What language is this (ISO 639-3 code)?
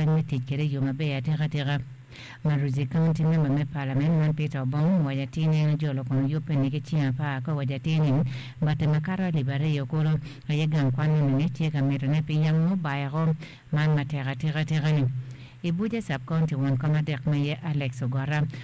ach